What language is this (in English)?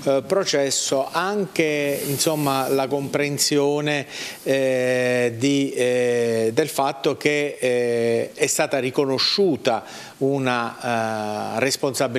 Italian